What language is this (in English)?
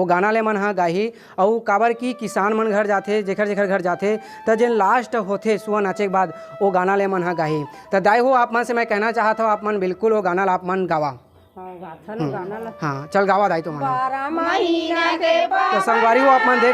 Chhattisgarhi